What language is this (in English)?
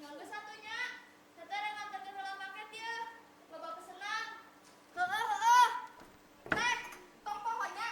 Sundanese